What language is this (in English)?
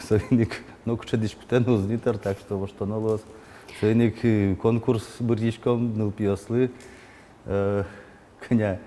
Udmurt